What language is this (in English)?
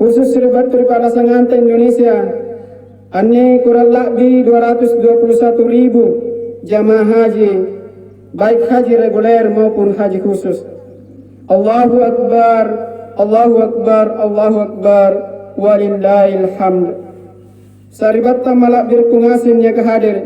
Makasar